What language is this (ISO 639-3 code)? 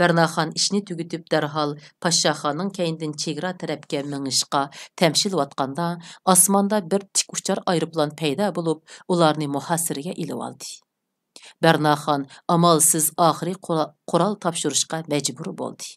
uig